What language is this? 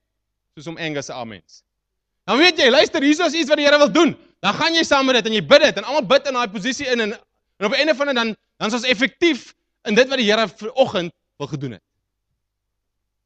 Afrikaans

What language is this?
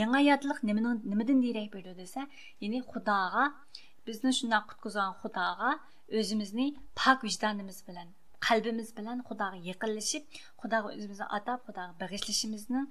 Uyghur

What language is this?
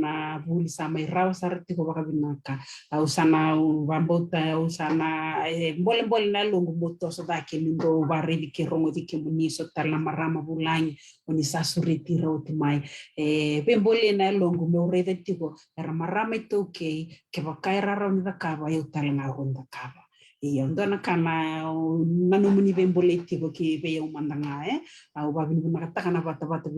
Fijian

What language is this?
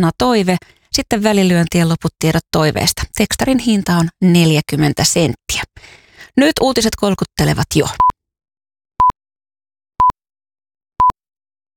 Finnish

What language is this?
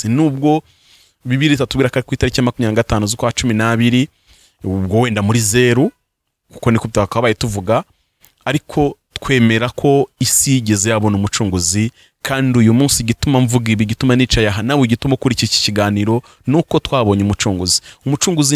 Kinyarwanda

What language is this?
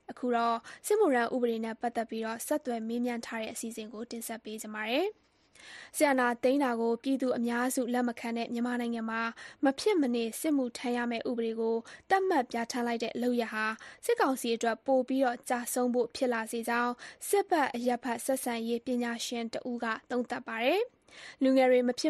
Burmese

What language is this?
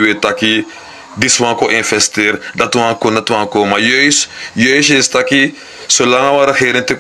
Sranan Tongo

